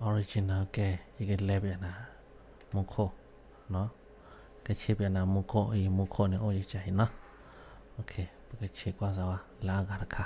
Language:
S'gaw Karen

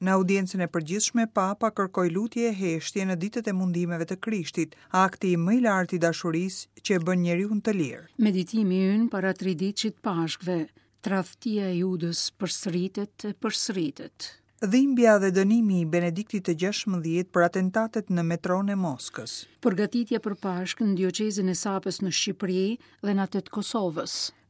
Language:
Albanian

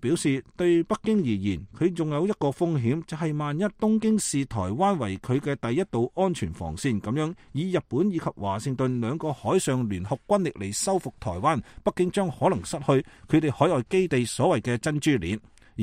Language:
Cantonese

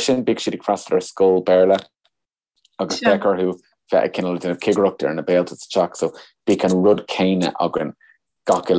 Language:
Irish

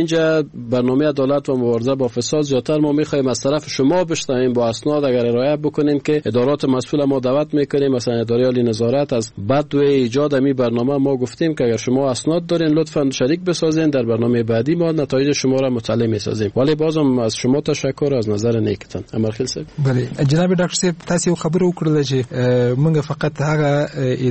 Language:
Persian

